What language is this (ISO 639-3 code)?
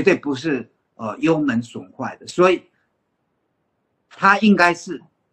zho